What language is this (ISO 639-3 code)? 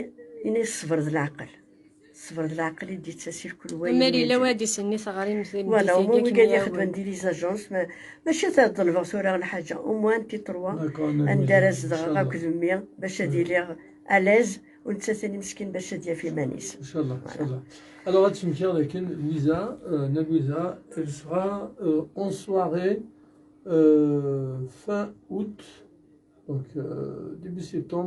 kab